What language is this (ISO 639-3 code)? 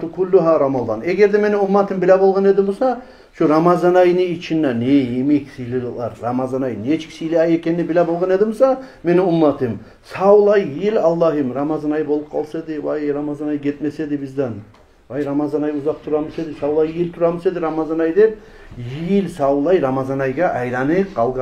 kum